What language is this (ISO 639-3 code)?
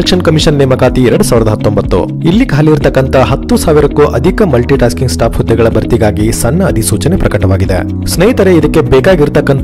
kan